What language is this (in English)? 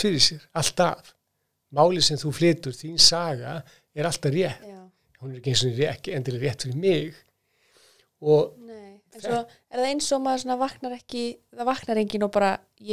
Icelandic